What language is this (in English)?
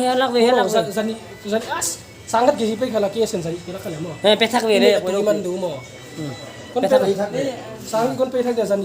Paite Chin